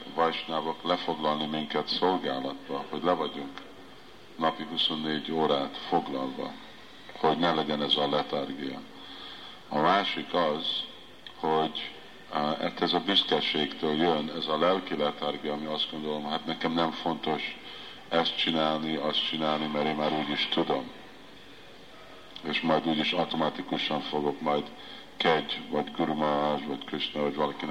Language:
Hungarian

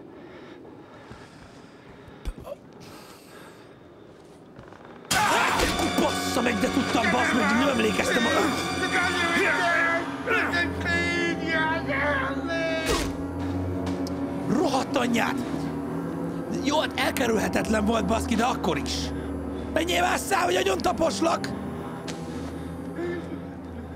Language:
Hungarian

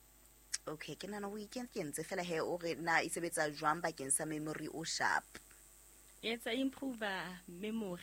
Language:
Southern Sotho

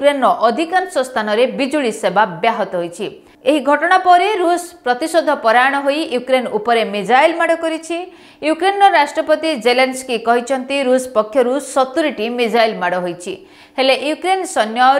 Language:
Odia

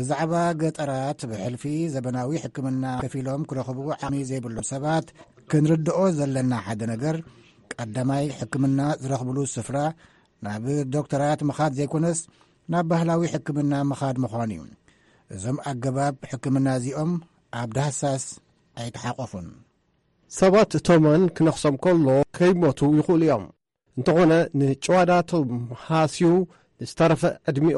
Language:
Tigrinya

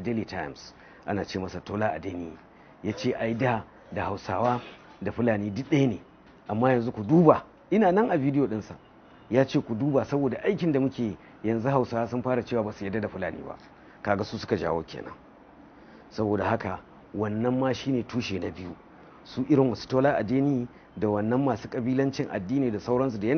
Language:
Hausa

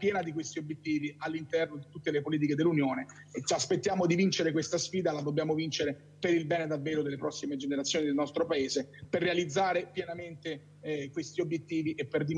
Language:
Italian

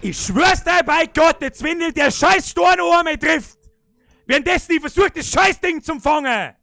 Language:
Bavarian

